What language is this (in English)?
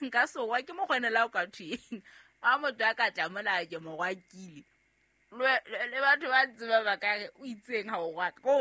Southern Sotho